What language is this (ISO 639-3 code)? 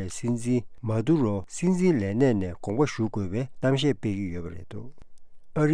bod